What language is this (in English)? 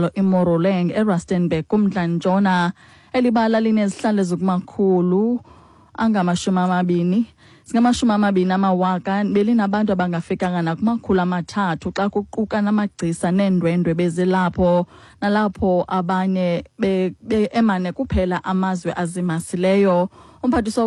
Xhosa